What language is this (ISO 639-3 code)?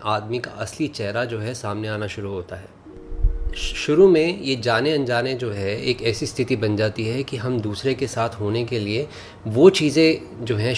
hin